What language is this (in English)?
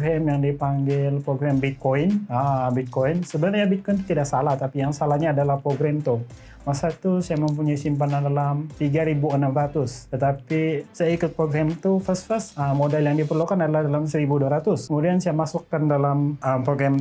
Malay